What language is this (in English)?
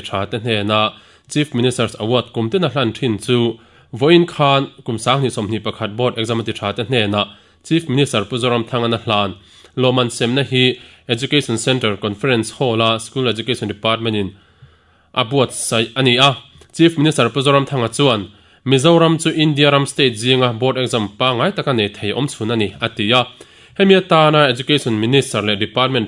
Mizo